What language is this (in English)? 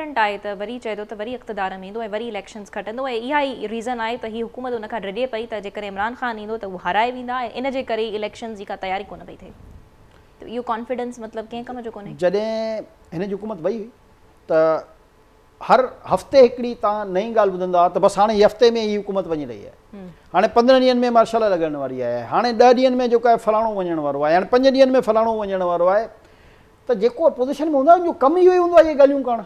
Sindhi